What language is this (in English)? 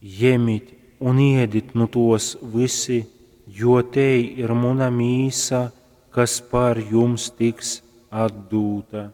Latgalian